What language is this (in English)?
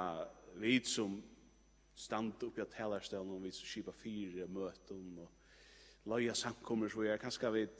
Faroese